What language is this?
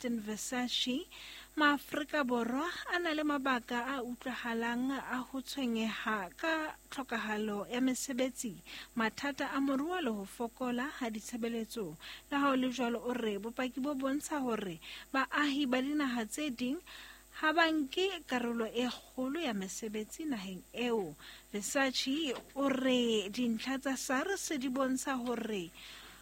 Southern Sotho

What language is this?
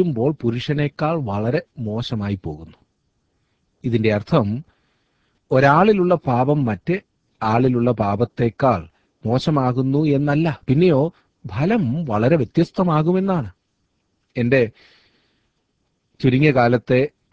Malayalam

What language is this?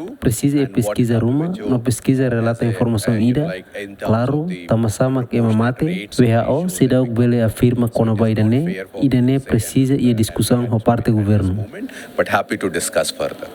Tetum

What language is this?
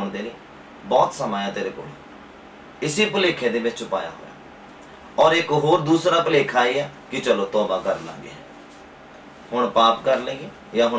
Punjabi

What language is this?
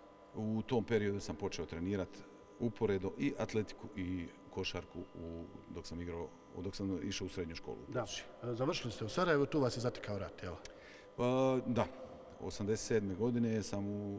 Croatian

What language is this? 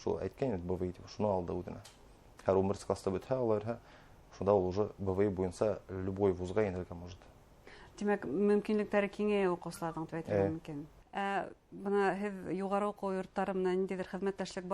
Bashkir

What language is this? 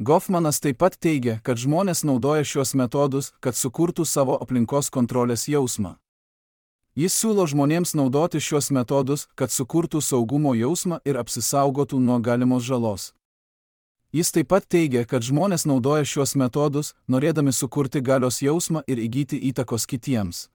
Lithuanian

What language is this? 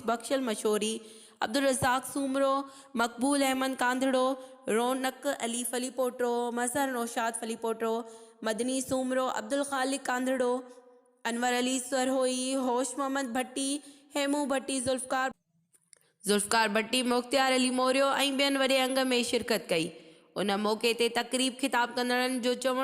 Sindhi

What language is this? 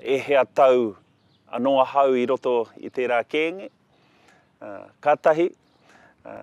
Māori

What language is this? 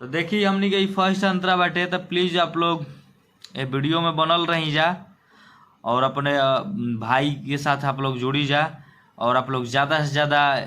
Bhojpuri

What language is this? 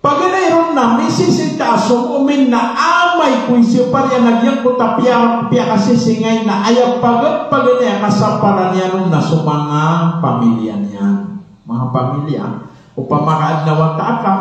Maranao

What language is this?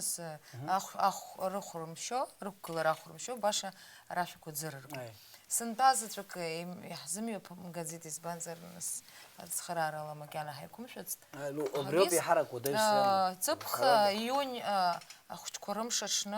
Abkhazian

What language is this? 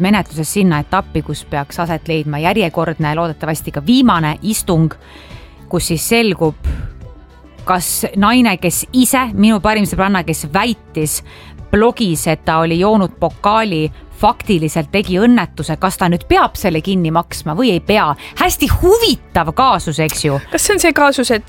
Estonian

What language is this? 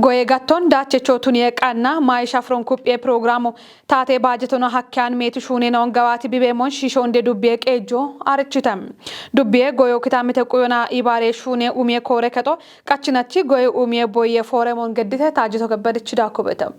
Kafa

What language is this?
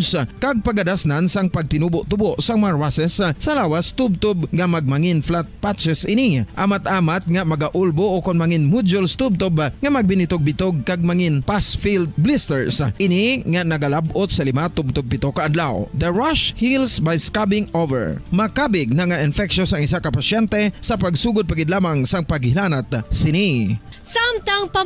Hiligaynon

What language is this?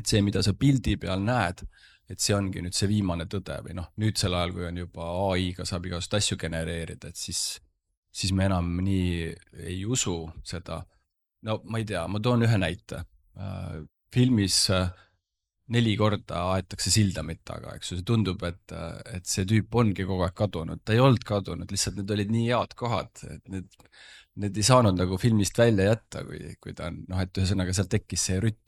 Estonian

